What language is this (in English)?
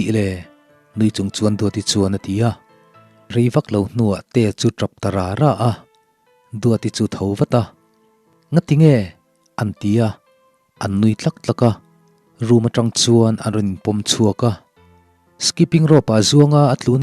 Mizo